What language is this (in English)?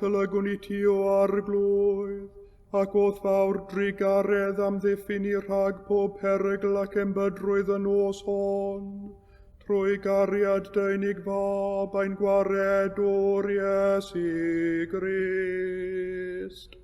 Welsh